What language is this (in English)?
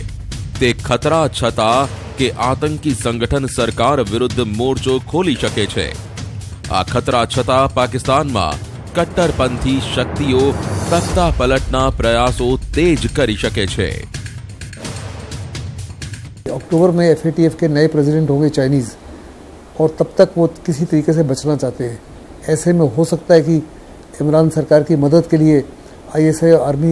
Gujarati